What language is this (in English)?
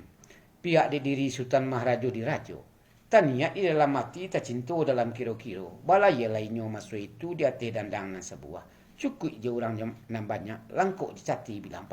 Minangkabau